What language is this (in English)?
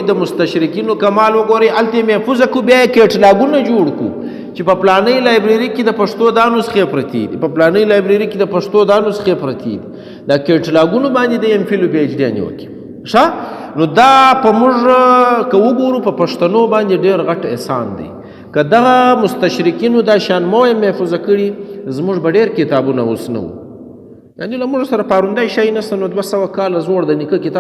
Pashto